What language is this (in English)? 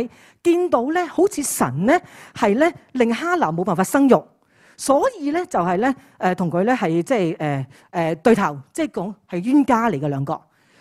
Cantonese